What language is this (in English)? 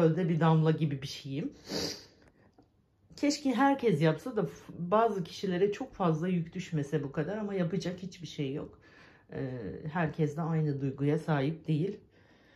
Turkish